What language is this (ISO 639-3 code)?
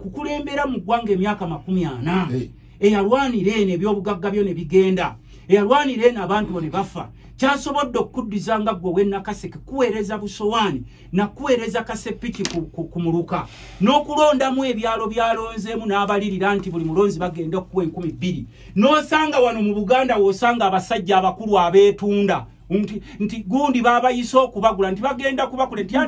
lug